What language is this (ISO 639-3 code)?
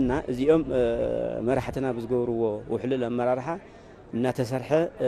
tir